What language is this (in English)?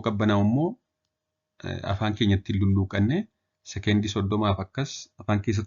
Oromo